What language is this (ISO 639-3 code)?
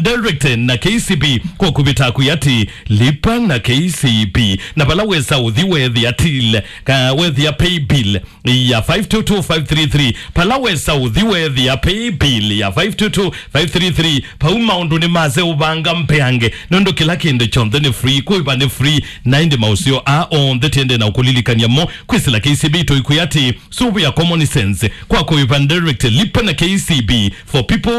kam